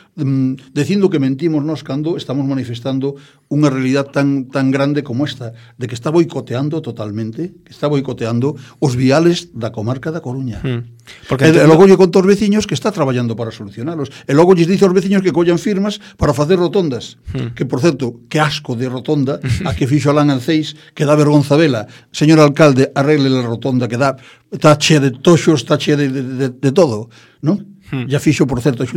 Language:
Galician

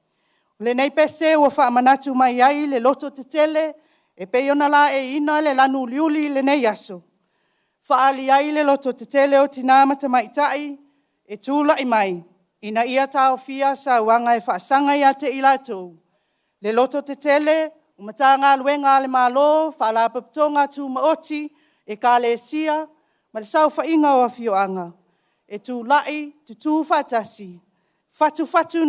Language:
Samoan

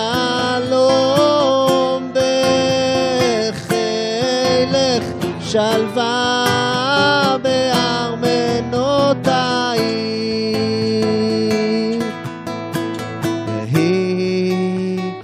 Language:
Hebrew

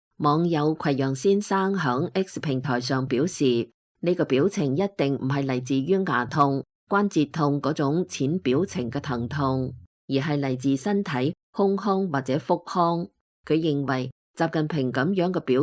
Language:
Cantonese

